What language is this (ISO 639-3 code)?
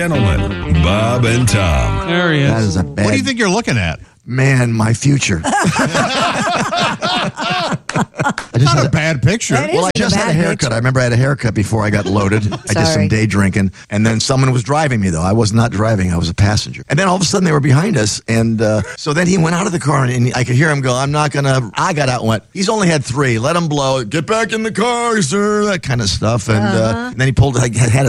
eng